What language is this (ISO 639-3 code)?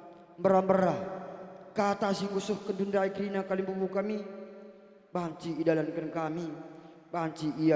btx